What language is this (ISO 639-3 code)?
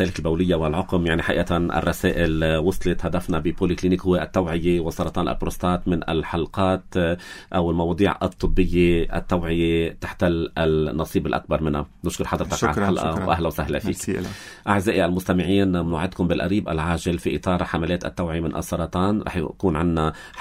apc